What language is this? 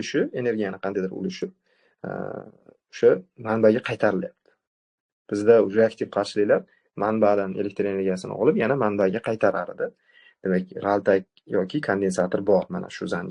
Uzbek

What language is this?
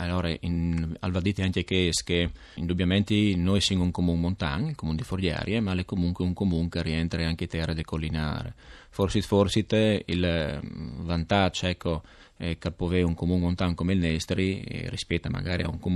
Friulian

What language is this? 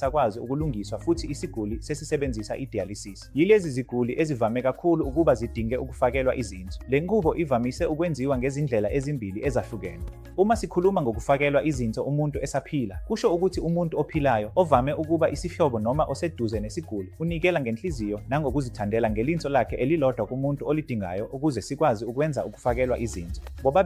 Zulu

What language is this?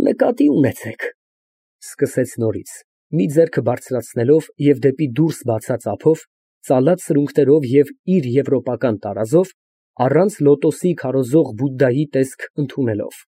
Armenian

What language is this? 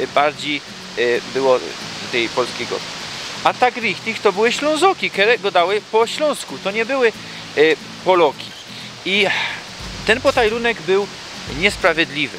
Silesian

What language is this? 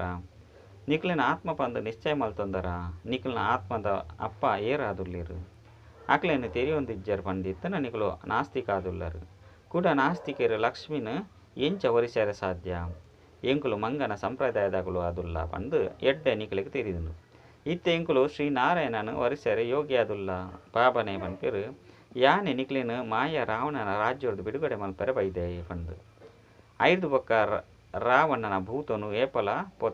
Tulu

